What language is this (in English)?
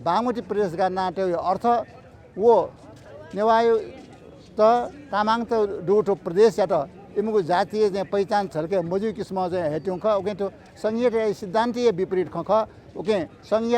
Newari